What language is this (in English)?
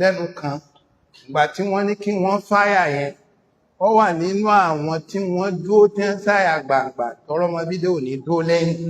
Yoruba